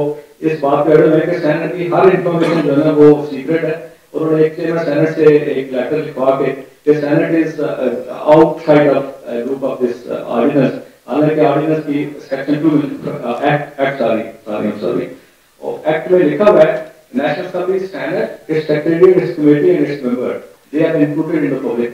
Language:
Urdu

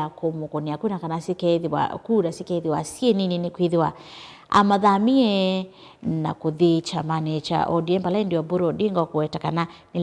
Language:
Kamba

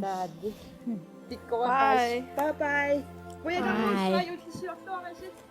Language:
Kalaallisut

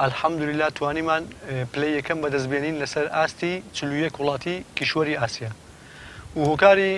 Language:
Central Kurdish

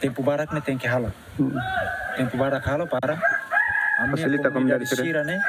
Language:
Tetum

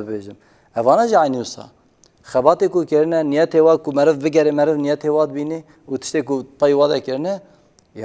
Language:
Kurdish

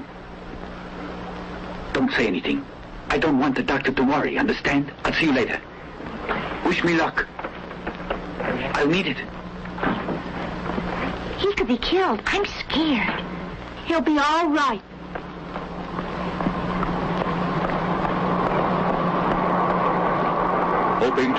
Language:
English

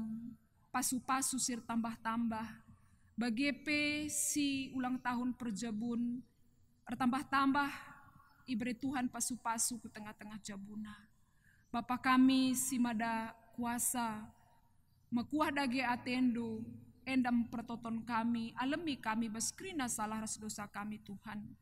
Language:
Batak Karo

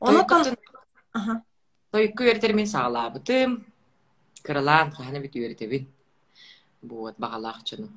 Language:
Yakut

